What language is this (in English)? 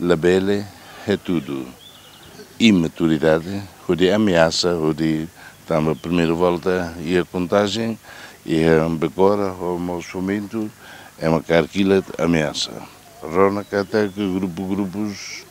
Tetum